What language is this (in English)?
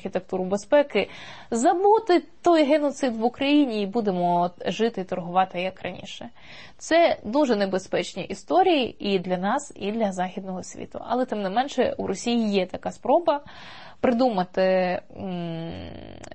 Ukrainian